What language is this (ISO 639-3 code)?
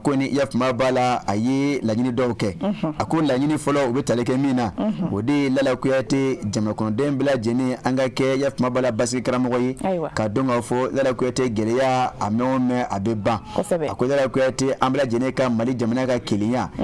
bam